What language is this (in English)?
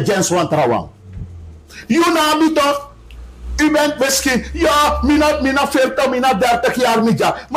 Sranan Tongo